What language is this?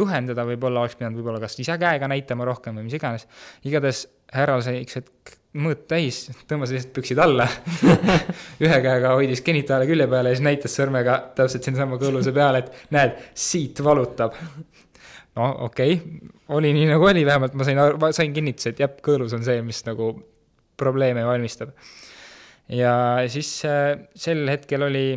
Estonian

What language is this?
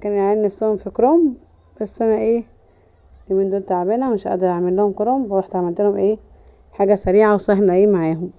Egyptian Arabic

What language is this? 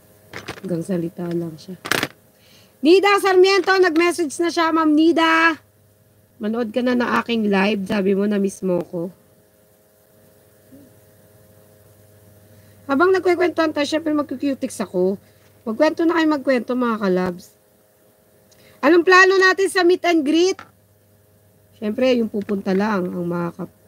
Filipino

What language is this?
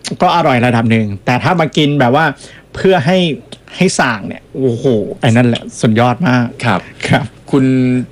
Thai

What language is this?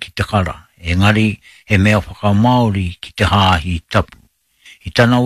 Māori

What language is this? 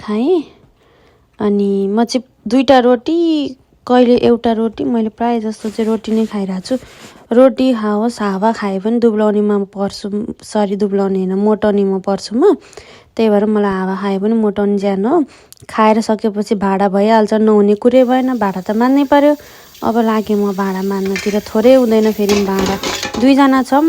Nepali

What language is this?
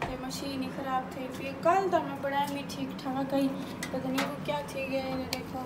Saraiki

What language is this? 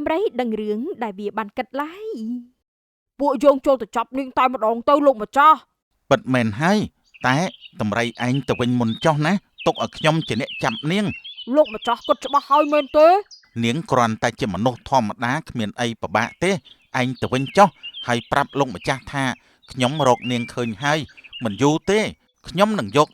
Khmer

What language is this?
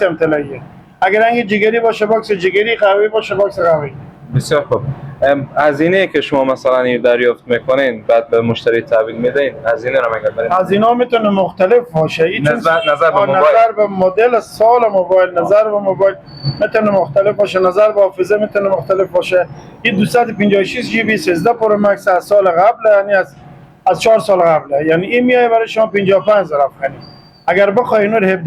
Persian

